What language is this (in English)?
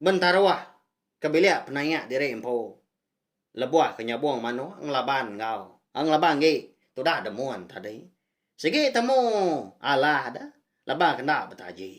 Iban